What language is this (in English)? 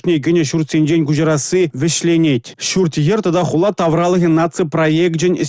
Chuvash